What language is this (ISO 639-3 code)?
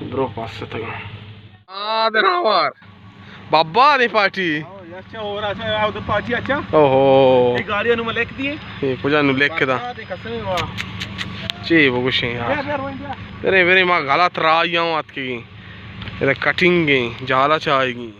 bal